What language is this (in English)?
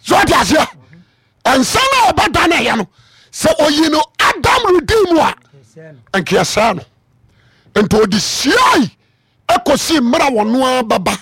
Akan